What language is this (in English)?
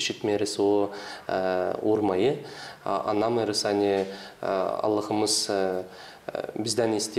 Gagauz